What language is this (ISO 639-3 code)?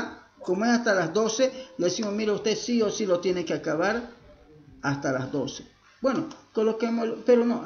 spa